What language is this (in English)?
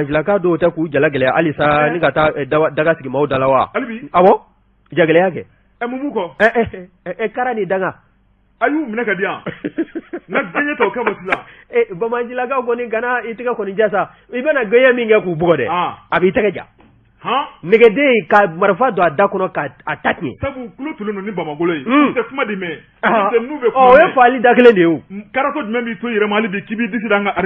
Bambara